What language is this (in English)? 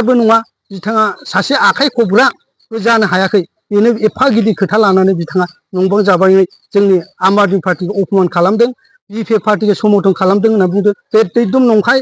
Bodo